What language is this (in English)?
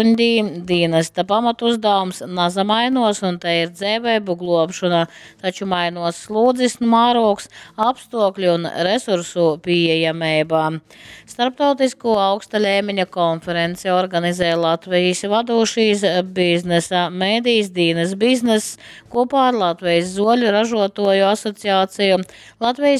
Latgalian